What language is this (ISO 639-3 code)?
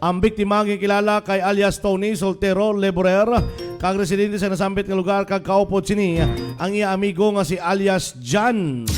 hil